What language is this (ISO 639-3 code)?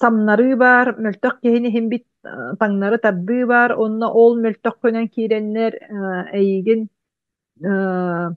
sah